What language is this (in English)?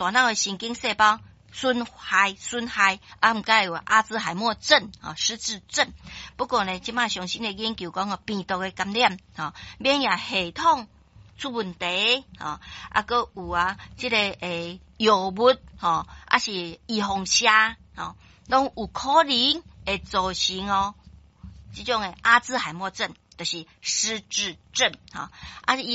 Min Nan Chinese